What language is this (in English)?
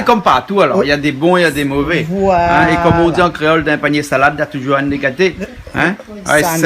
Réunion Creole French